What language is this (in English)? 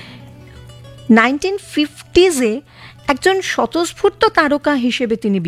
Bangla